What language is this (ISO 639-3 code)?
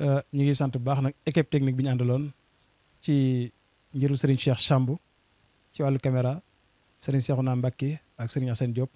wol